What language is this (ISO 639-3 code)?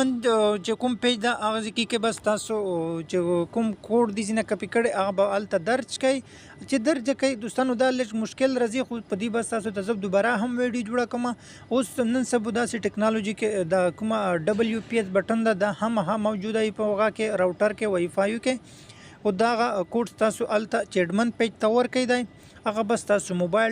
pus